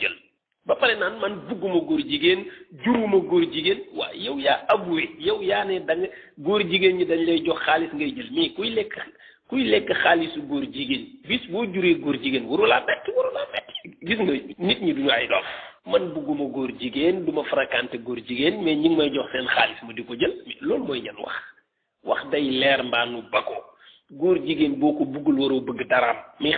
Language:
Wolof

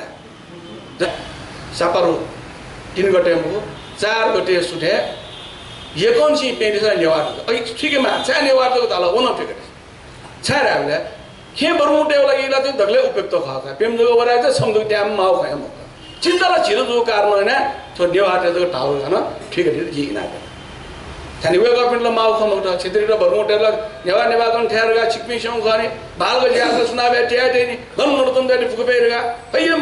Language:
Newari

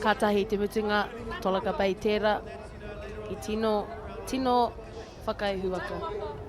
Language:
Māori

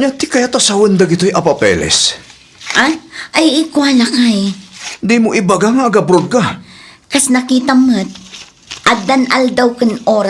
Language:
Iloko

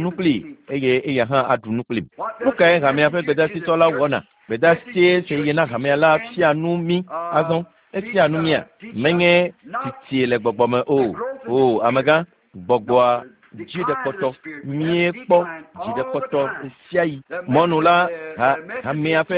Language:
Ewe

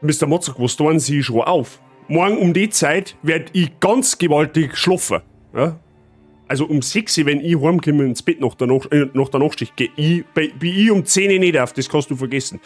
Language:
Bavarian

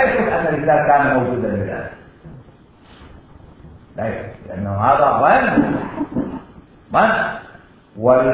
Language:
Arabic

